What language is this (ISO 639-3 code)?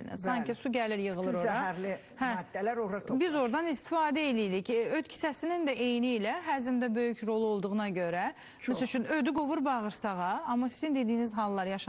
aze